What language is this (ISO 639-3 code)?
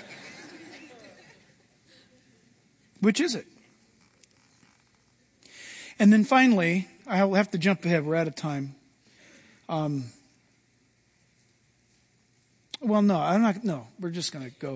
eng